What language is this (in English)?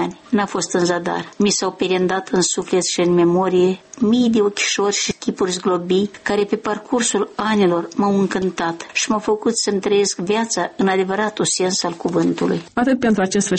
Romanian